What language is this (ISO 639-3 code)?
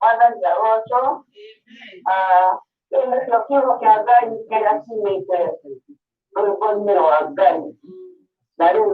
kik